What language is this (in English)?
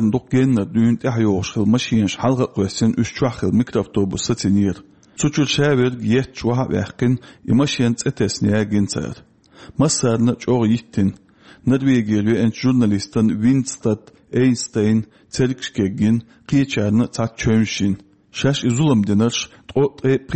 Chechen